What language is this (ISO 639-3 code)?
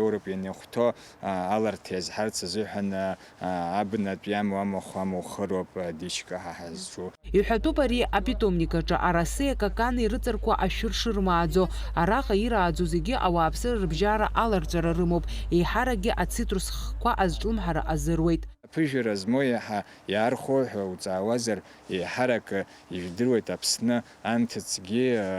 abk